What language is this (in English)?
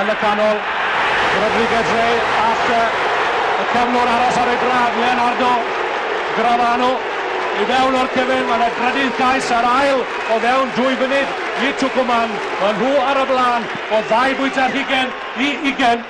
Welsh